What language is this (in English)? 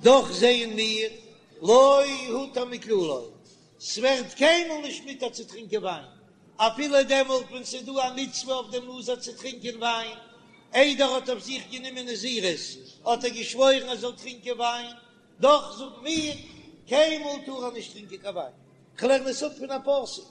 Yiddish